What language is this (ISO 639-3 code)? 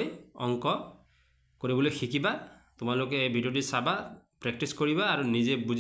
asm